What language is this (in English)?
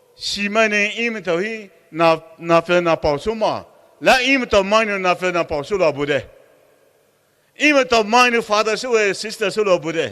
Poumei Naga